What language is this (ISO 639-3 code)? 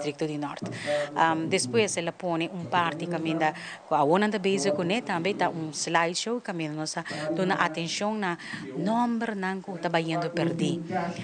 pap